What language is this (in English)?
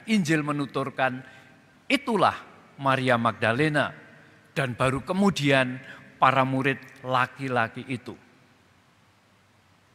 Indonesian